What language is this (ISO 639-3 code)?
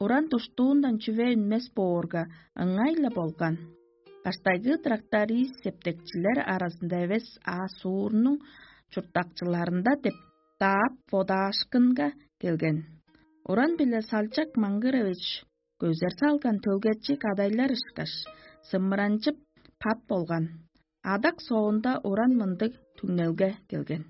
tyv